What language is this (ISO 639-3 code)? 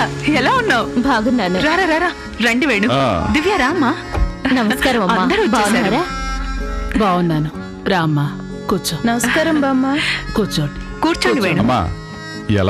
tel